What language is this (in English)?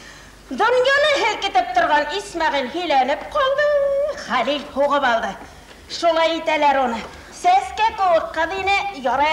Tatar